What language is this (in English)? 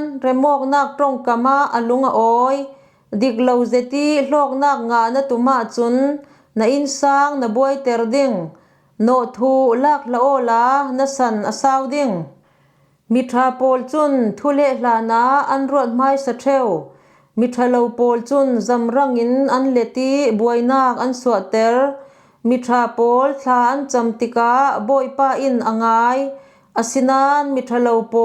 Falam Chin